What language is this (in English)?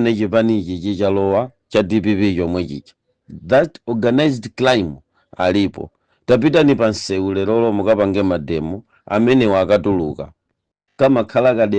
Nyanja